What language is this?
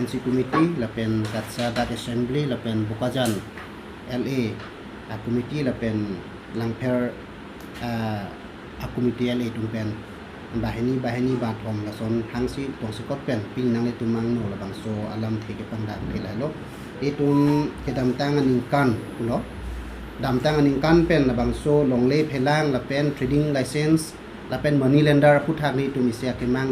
Karbi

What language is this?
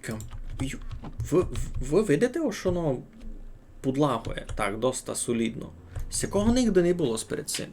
Rusyn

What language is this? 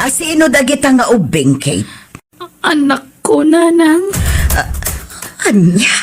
Iloko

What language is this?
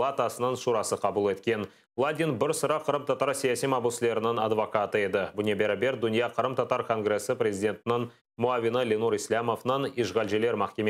Crimean Tatar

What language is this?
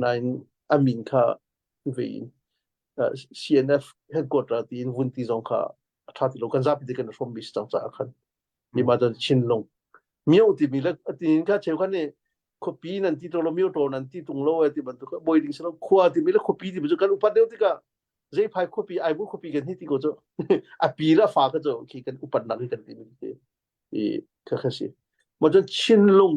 Hakha Chin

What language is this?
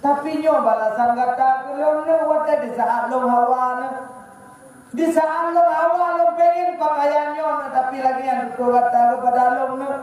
Achinese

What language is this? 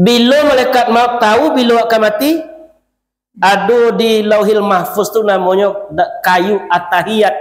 Minangkabau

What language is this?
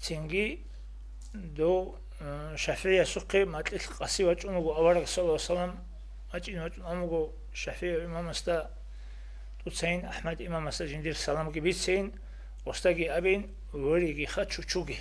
Avaric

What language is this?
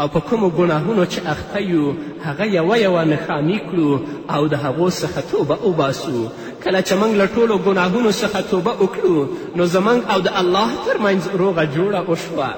Pashto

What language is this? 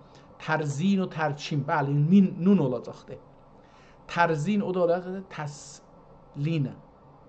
South Azerbaijani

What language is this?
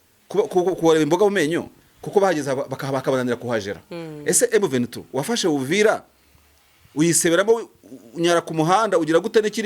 Kinyarwanda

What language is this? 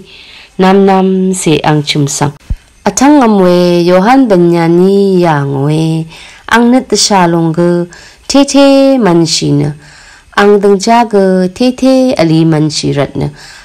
Rawang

